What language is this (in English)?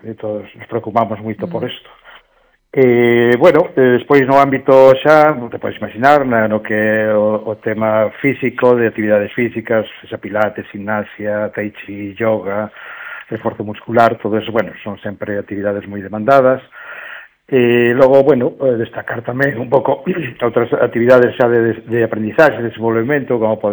Galician